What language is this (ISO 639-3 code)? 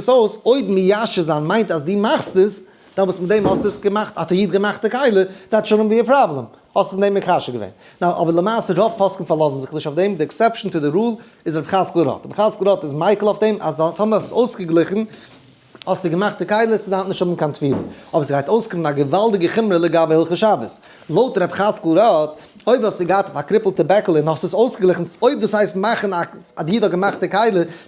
yid